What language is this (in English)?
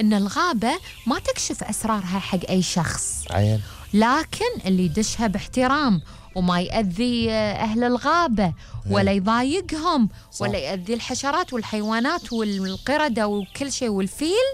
Gulf Arabic